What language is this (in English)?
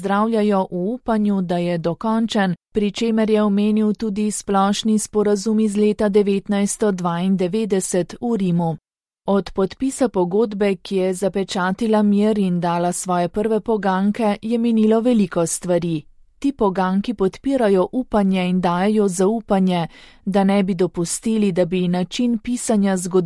Slovenian